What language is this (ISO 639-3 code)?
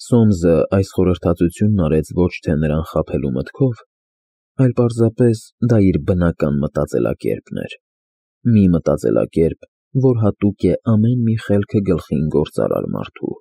hye